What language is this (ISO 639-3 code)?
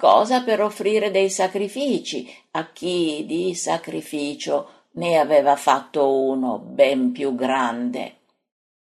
ita